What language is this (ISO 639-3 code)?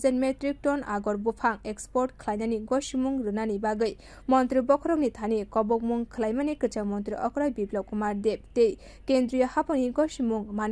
trp